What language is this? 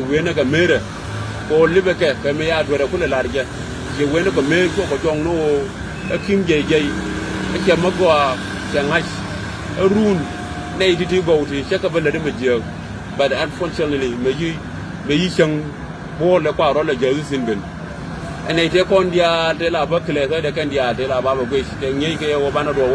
Nuer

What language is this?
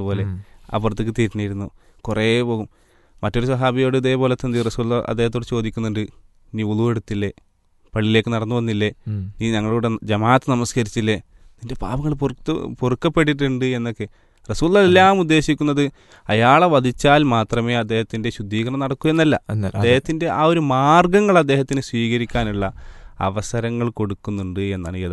Malayalam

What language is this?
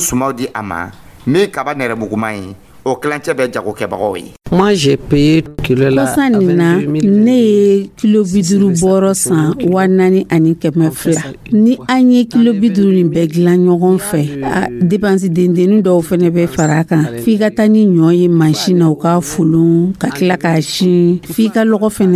Dyula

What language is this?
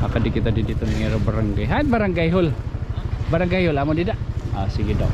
Waray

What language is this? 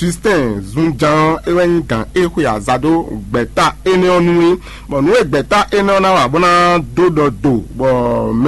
Fon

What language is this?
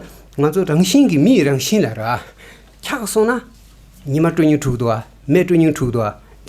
Tibetan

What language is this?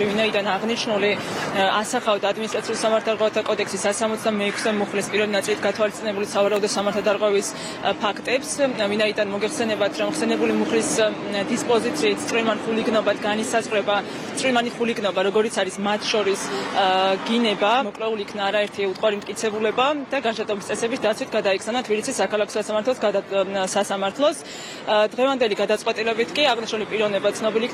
Georgian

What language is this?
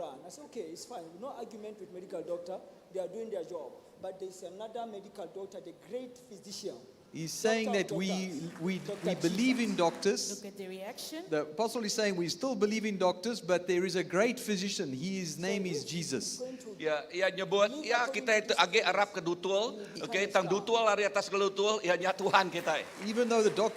Iban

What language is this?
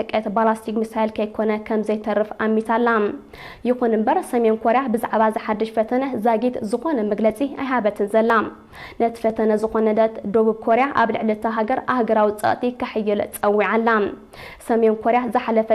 Tigrinya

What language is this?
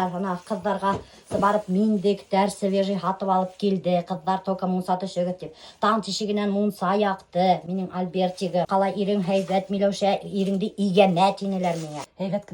Bashkir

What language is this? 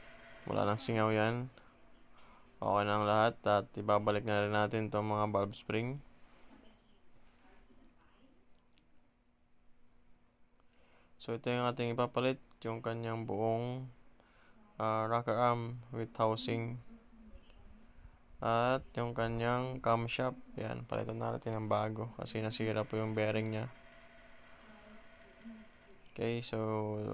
Filipino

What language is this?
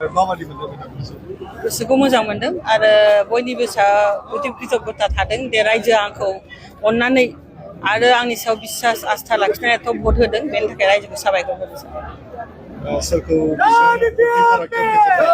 Bodo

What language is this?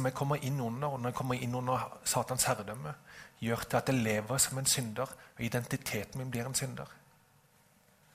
Norwegian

